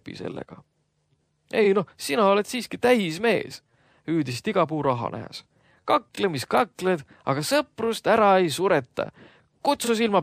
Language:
Estonian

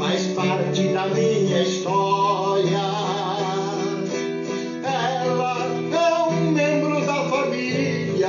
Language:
Portuguese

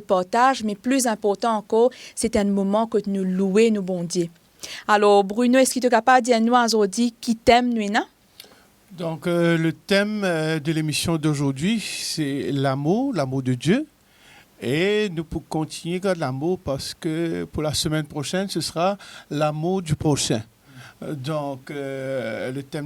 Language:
Morisyen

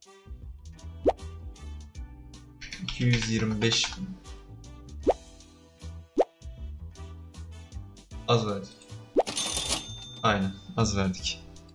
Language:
Turkish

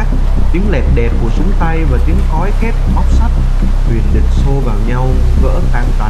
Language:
Vietnamese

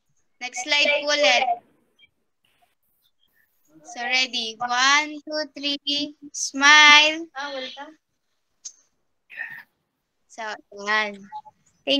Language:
Filipino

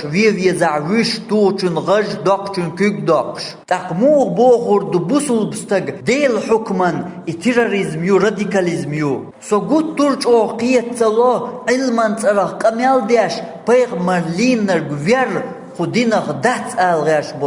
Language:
Chechen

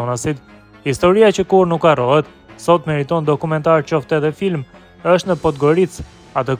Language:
Albanian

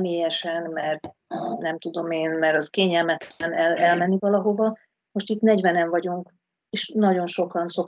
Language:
Hungarian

